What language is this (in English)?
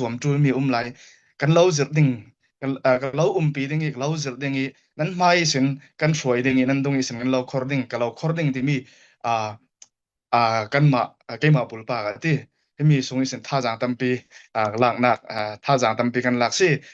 Falam Chin